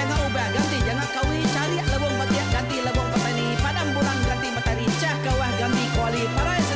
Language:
Iban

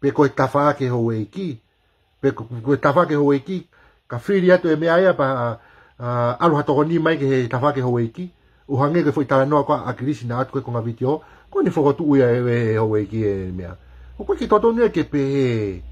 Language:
Tongan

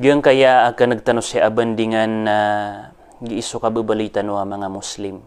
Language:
Maranao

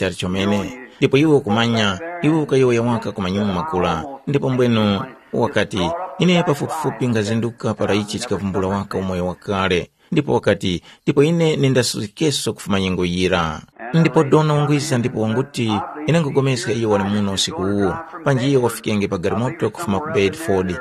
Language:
Tumbuka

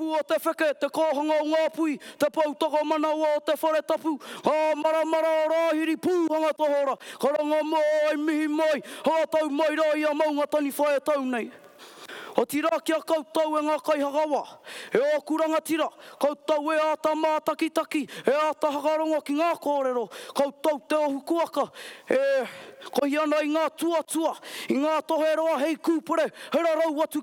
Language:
Māori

